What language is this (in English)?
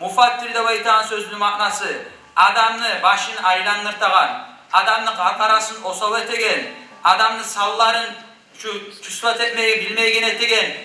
Kumyk